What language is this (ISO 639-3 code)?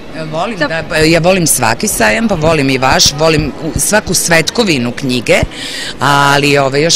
srp